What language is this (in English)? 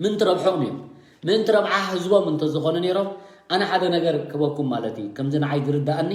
Tigrinya